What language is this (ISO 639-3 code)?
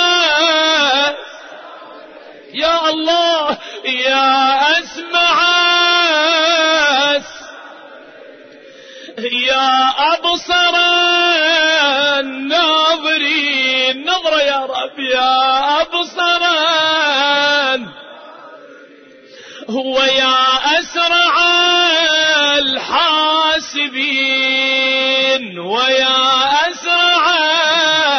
ara